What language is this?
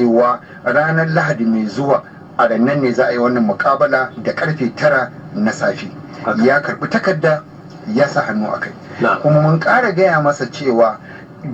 Hausa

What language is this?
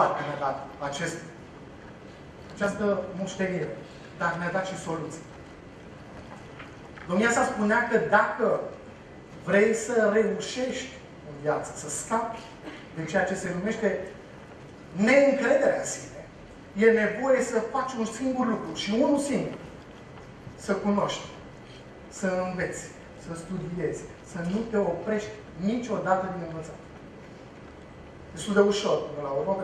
Romanian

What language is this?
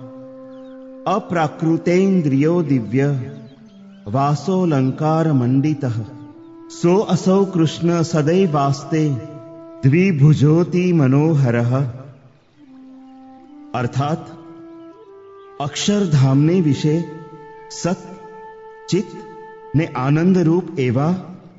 Gujarati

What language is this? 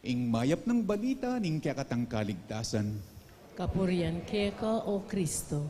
Pampanga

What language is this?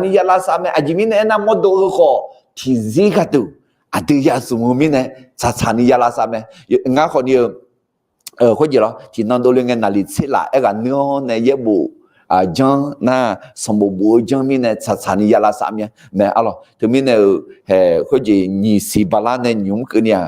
Akha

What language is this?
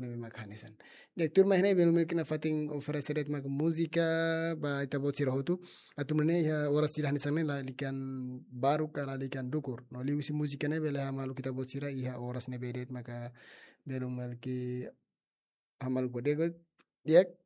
Tetum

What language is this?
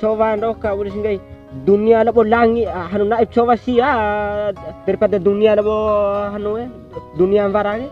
Bima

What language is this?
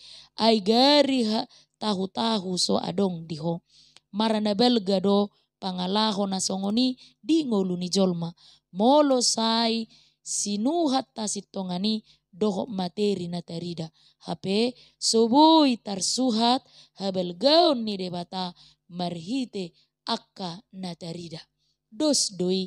Batak Toba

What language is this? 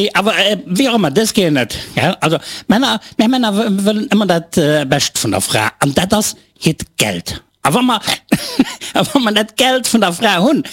Luxembourgish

